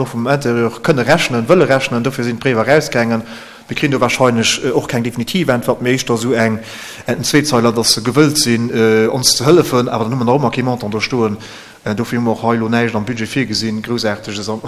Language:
Luxembourgish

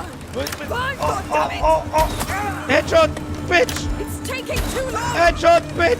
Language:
Bavarian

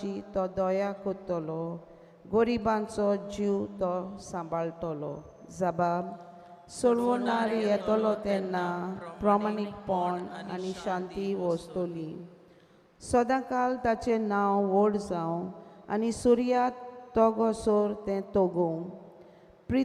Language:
Konkani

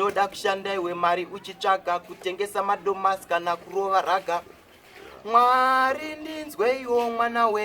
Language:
Shona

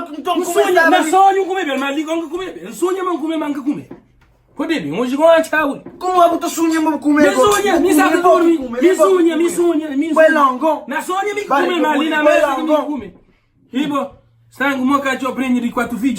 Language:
Kabuverdianu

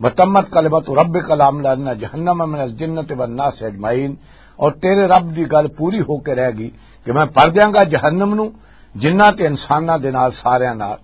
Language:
Western Panjabi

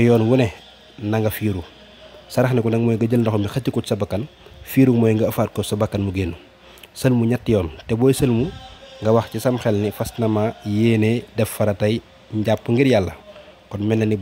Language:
Wolof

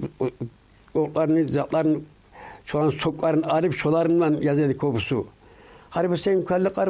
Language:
Kumyk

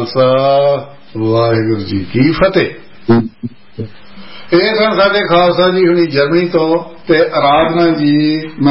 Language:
Punjabi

